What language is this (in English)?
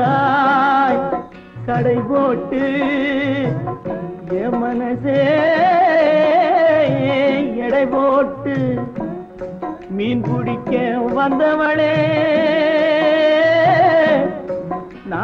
Tamil